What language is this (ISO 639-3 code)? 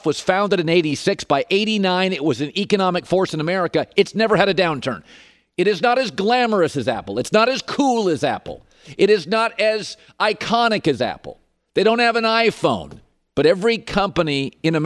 eng